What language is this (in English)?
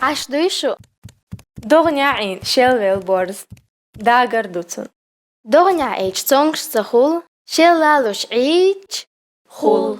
Chechen